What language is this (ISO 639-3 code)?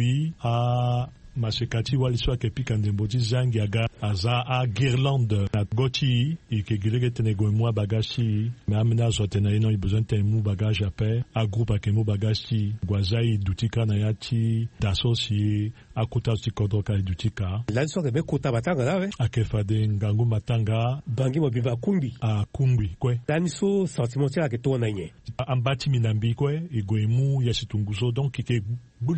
sag